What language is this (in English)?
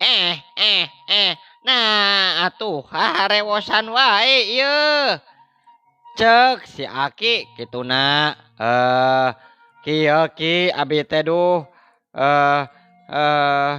Sundanese